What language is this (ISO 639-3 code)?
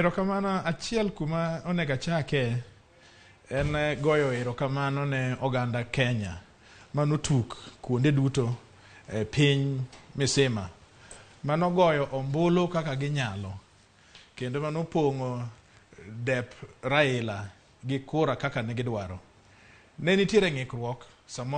luo